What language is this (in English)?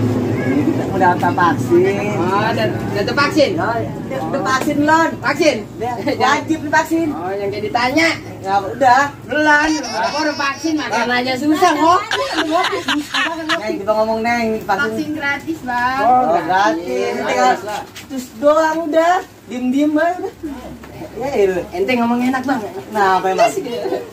Betawi